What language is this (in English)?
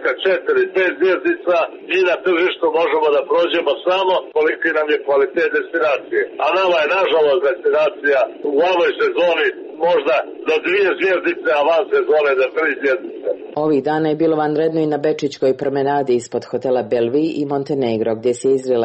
Serbian